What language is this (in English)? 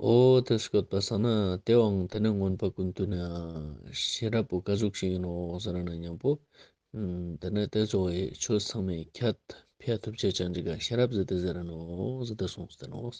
Ladakhi